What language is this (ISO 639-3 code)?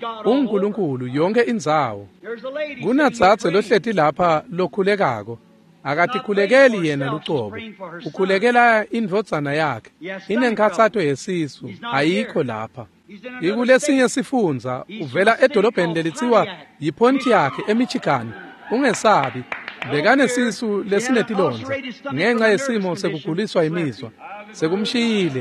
ssw